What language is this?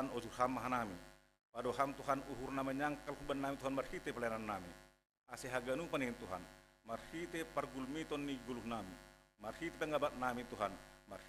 Batak Simalungun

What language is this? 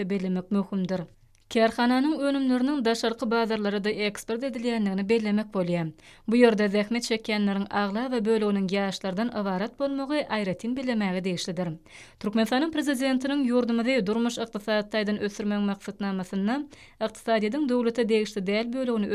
Turkmen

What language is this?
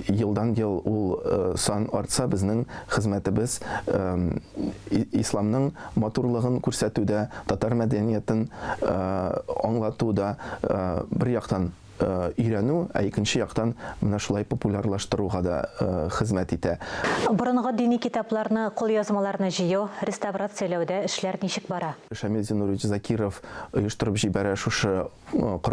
Tatar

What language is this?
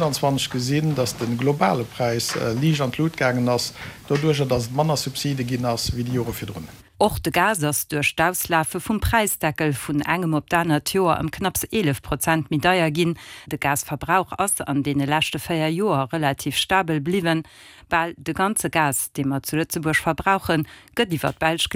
Luxembourgish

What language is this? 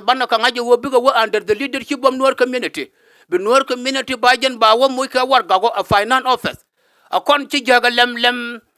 Nuer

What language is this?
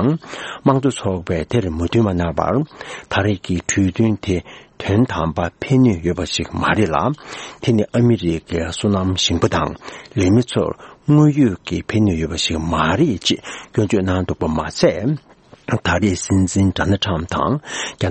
Tibetan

